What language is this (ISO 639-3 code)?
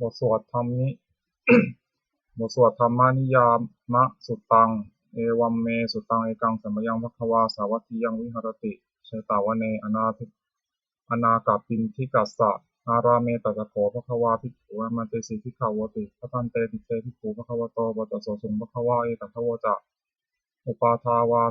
pli